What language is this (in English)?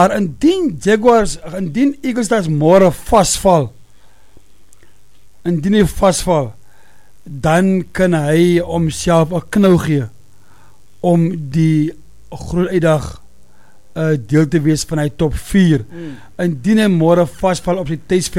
Afrikaans